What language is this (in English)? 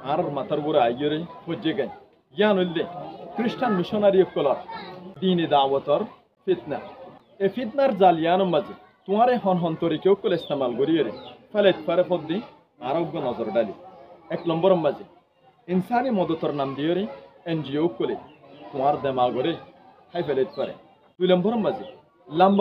Rohingya